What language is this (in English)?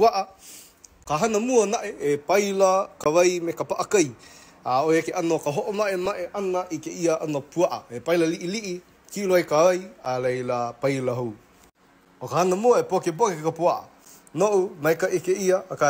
Hawaiian